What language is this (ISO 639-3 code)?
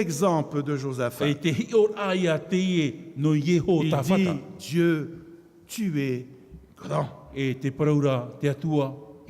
tah